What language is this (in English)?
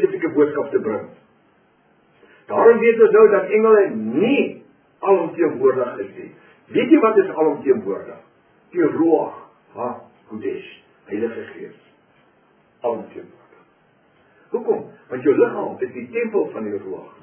Afrikaans